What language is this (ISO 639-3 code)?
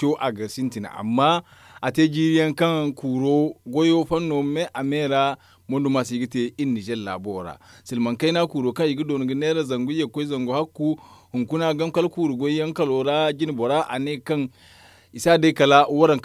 dje